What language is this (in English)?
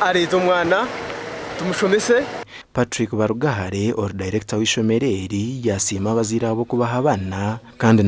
Nyankole